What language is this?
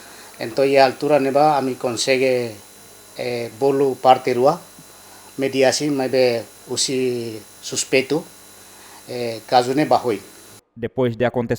Tetum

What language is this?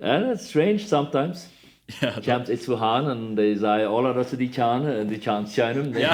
Plautdietsch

